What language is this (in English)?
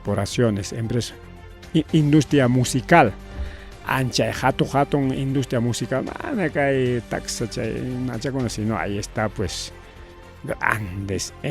Ayacucho Quechua